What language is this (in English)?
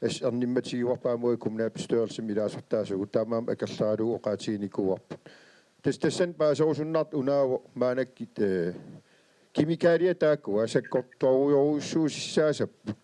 Kalaallisut